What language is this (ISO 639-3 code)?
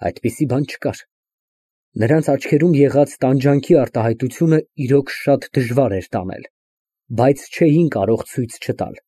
hye